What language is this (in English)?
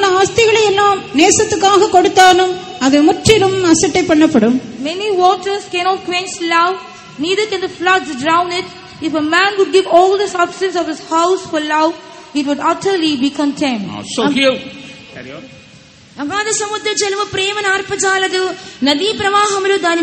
Tamil